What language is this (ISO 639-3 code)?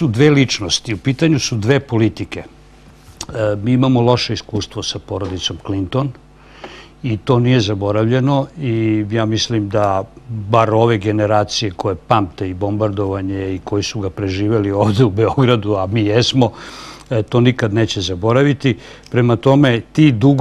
srp